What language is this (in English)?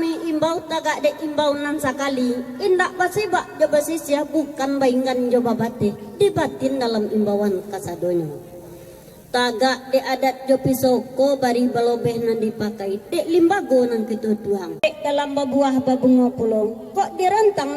Minangkabau